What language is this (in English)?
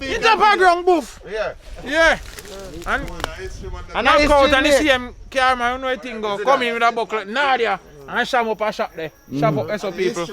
Jamaican Creole English